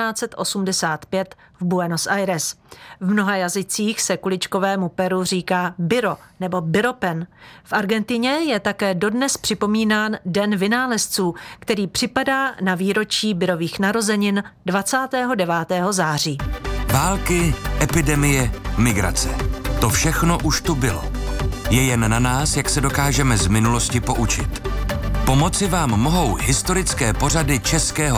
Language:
Czech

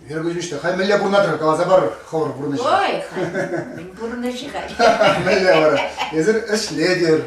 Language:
Chuvash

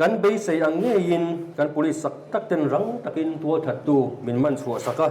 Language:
Mizo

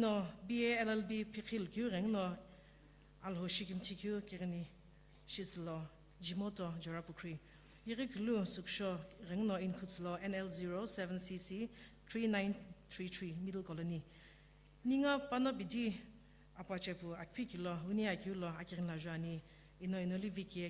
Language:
Sumi Naga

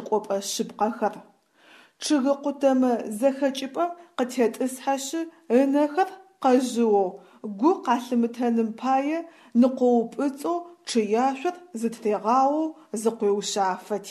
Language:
Adyghe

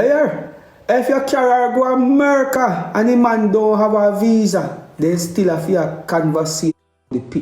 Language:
Jamaican Creole English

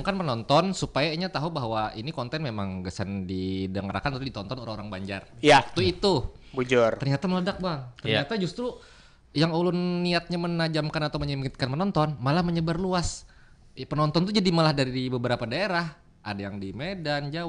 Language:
Banjar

